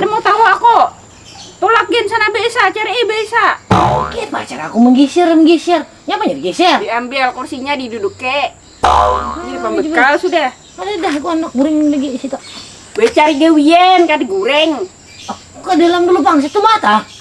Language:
Banjar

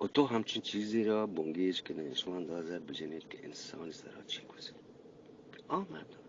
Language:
Eastern Balochi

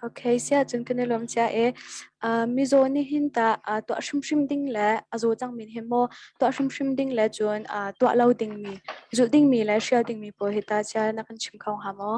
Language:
Hakha Chin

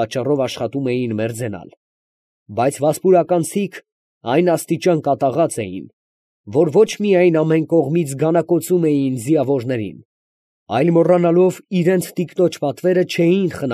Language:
Armenian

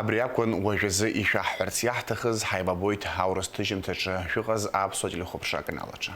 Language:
Abkhazian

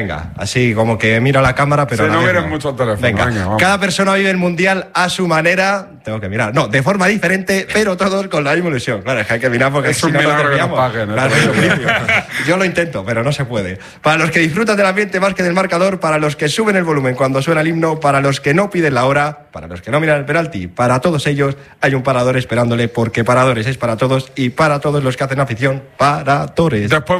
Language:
Spanish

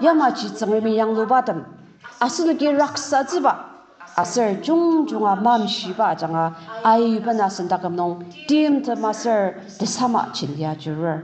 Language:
Ao Naga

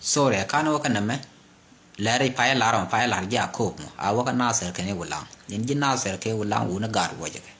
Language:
Nuer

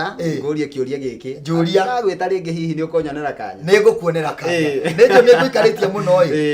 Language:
Kikuyu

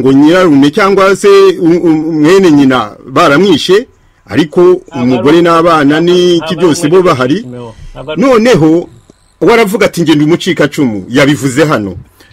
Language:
Kinyarwanda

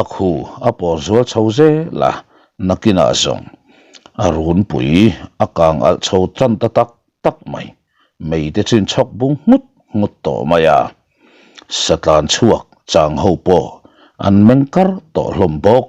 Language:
Mizo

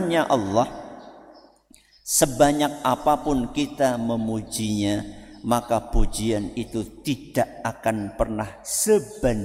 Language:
Indonesian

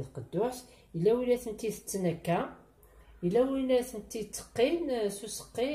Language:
Kabyle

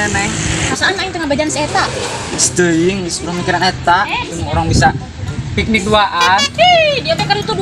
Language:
Sundanese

